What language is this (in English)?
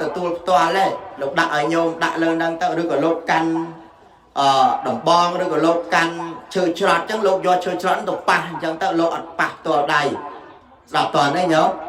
Khmer